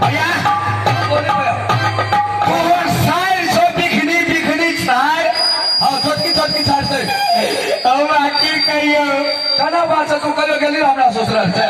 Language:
Maithili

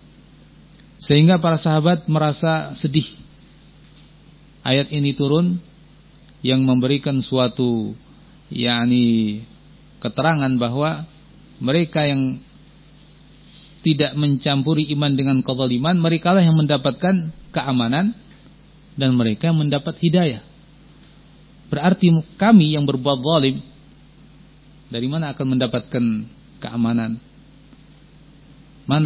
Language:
Indonesian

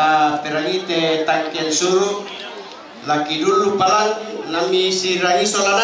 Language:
Toraja-Sa'dan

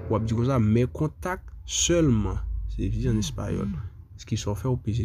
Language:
Haitian Creole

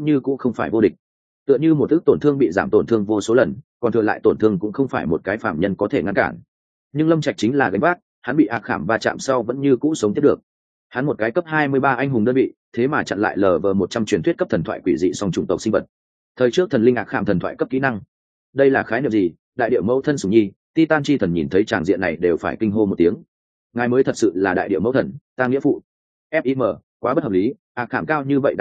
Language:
Vietnamese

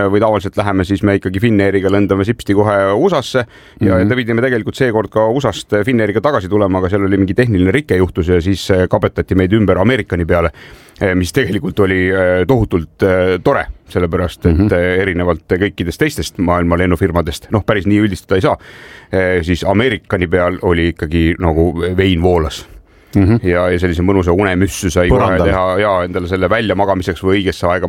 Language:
Estonian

